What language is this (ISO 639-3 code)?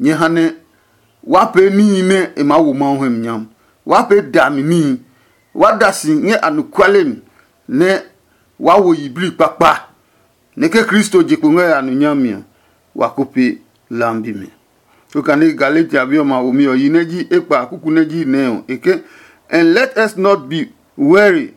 ada